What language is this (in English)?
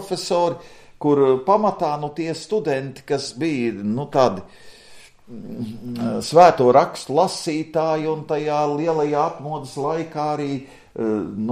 Latvian